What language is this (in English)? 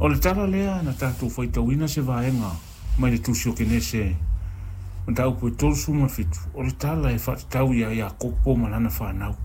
Samoan